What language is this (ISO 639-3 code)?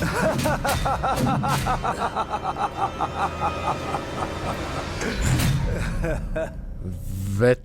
gsw